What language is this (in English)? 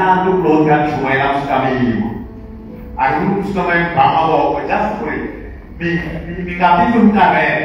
Tsonga